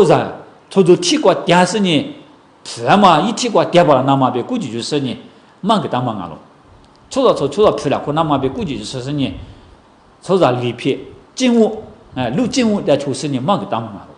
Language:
Lisu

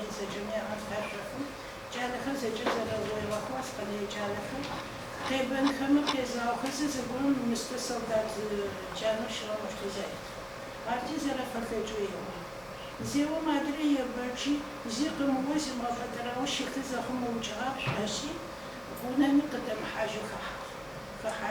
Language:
Adyghe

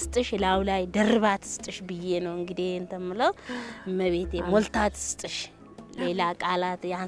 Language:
Amharic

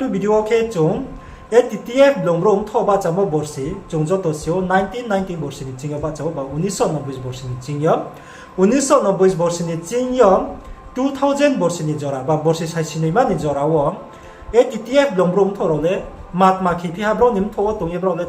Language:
Riang (India)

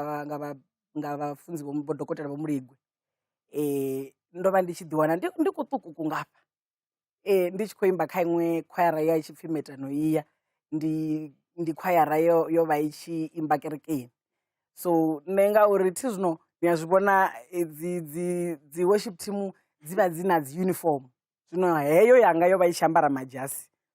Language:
Venda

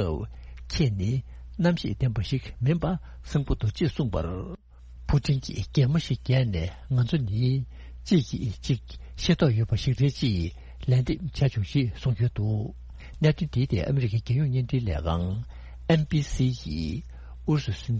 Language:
Tibetan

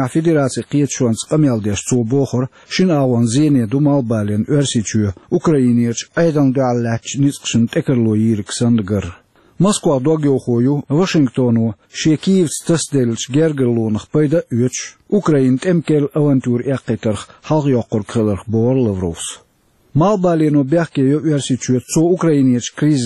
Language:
Chechen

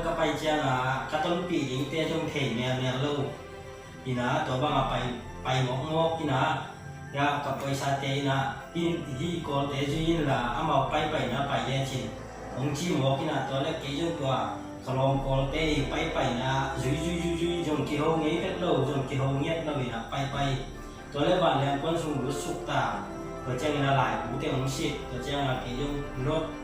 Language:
Tedim Chin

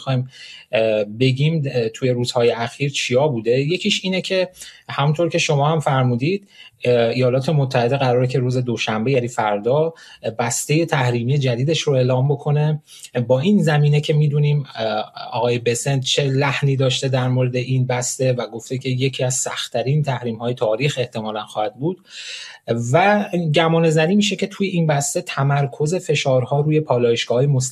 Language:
Persian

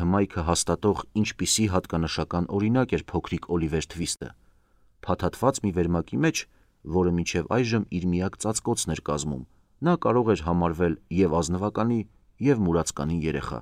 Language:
Armenian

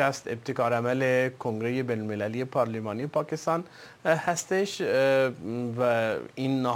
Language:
Persian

